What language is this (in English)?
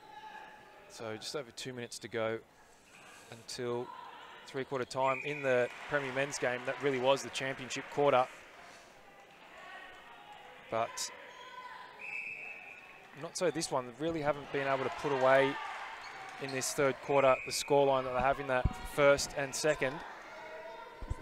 English